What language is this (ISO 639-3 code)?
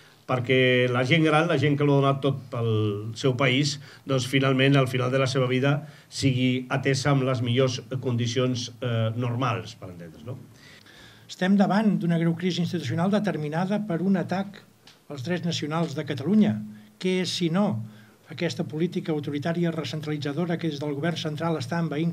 cat